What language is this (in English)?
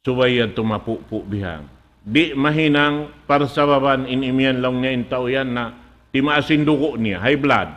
Tausug